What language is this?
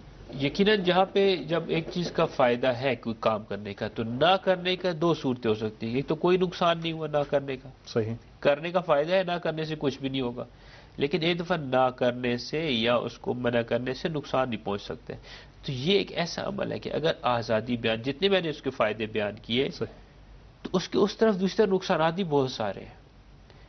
Urdu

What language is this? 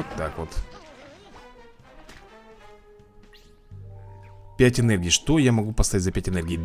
Russian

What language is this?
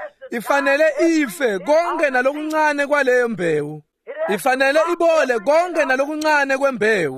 Swati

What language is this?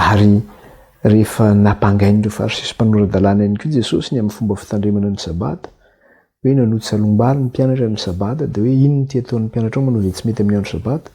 Malagasy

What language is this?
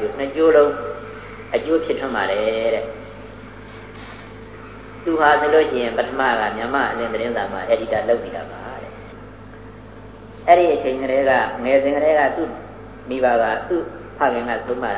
Burmese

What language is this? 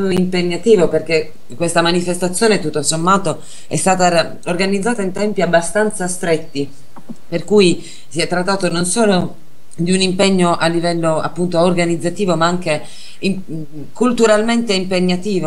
Italian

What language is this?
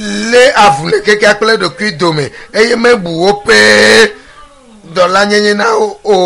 Ewe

